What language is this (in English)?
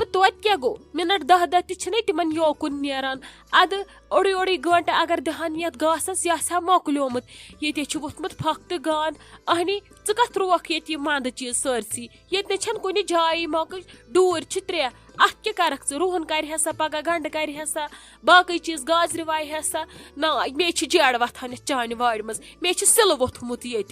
Kashmiri